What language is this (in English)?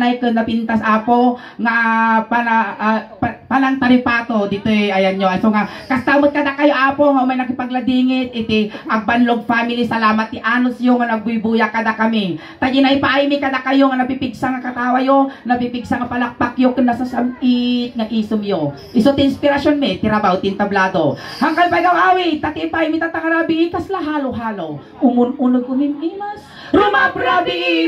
Iloko